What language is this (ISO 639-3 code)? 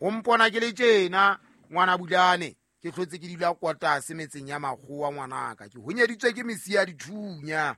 sot